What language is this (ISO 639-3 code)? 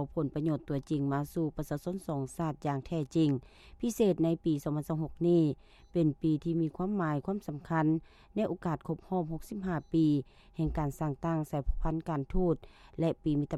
lao